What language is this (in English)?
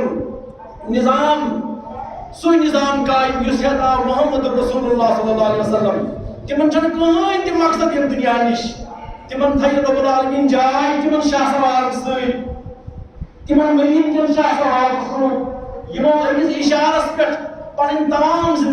Kashmiri